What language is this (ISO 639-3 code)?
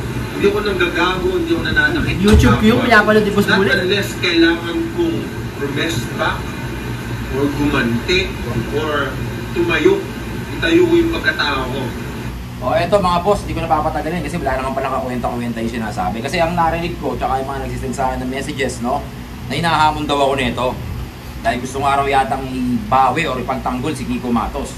fil